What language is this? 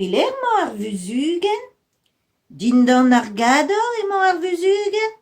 Breton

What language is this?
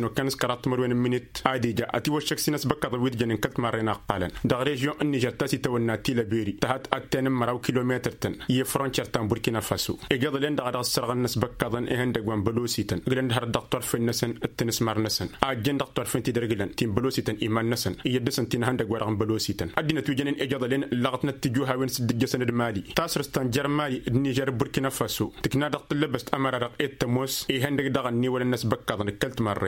Tamasheq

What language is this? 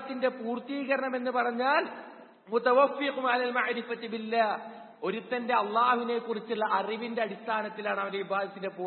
Malayalam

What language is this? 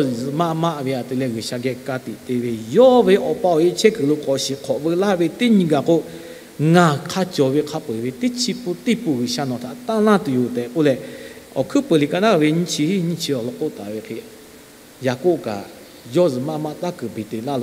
Lahu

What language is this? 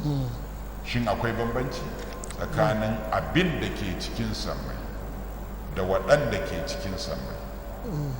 Hausa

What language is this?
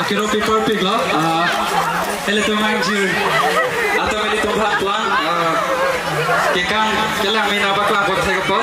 Karbi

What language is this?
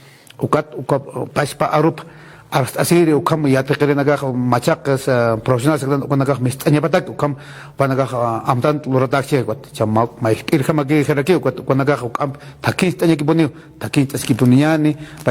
Aymara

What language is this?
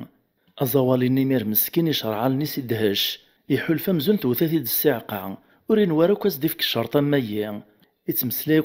Kabyle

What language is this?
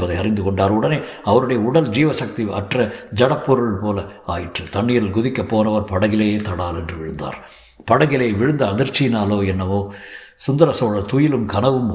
Tamil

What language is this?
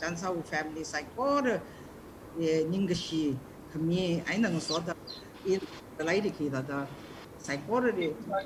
Tangkhul Naga (India)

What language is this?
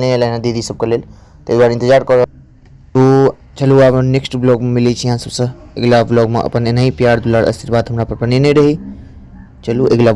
Maithili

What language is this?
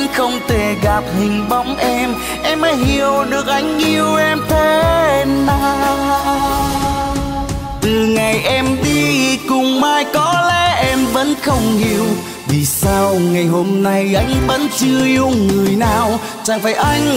Vietnamese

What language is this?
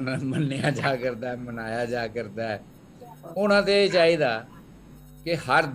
Dogri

